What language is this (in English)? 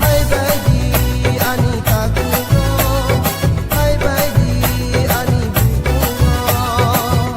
Kok Borok